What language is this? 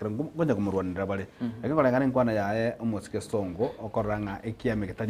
Gusii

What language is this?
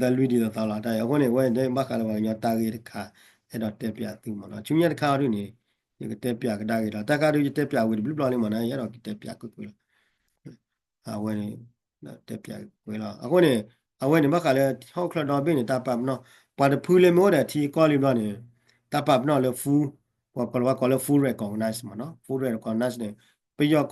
S'gaw Karen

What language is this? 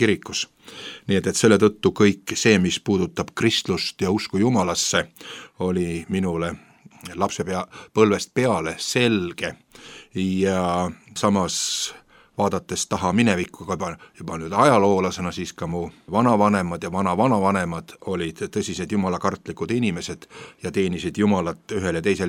Estonian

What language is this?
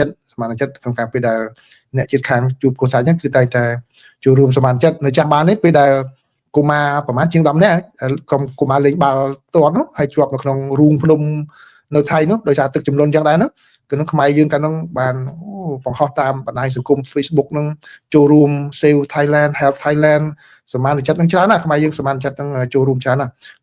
Khmer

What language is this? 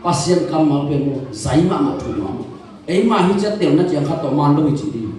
Tedim Chin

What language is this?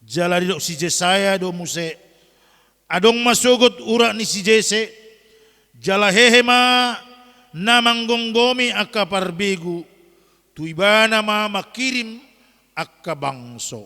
Batak Toba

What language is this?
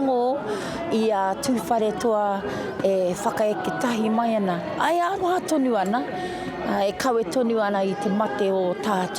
Māori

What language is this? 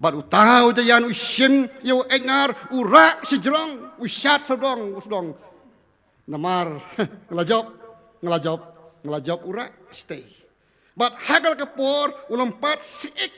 Khasi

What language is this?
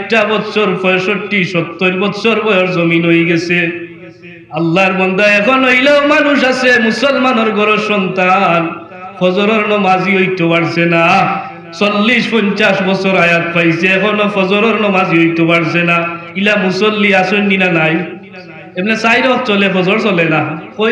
Sylheti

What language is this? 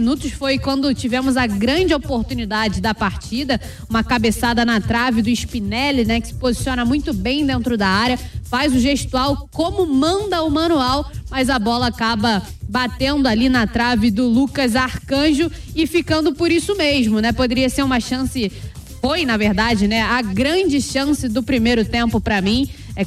Portuguese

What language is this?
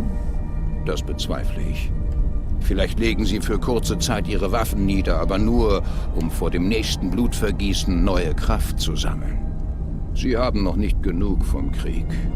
Swiss German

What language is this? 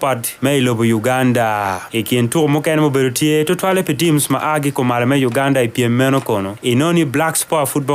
Acoli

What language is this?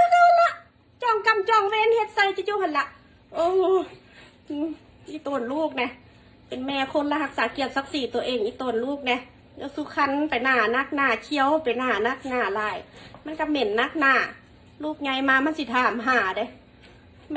Northeastern Thai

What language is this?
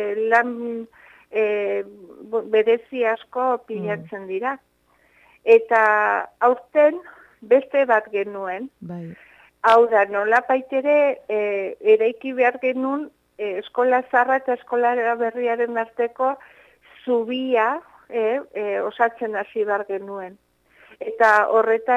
Basque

